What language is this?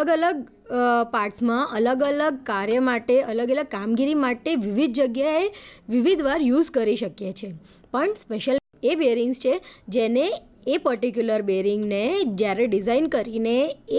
Gujarati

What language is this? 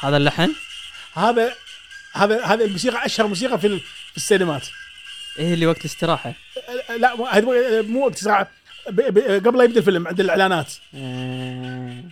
Gulf Arabic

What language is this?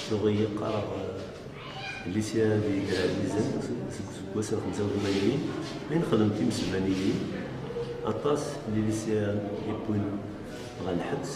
Kabyle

